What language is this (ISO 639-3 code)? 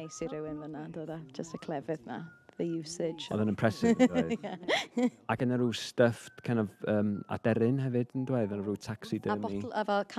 cym